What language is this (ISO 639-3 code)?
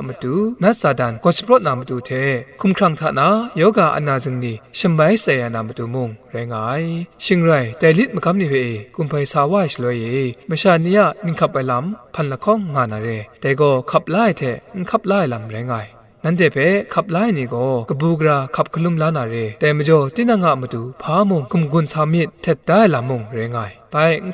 kac